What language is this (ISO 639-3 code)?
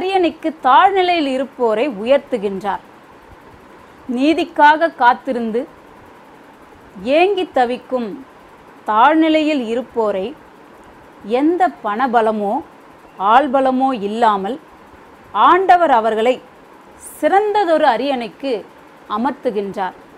tam